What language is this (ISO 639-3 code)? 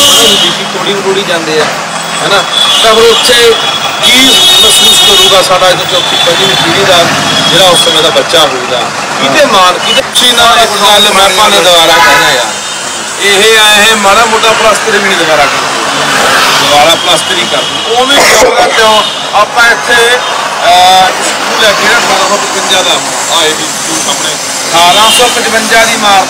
pan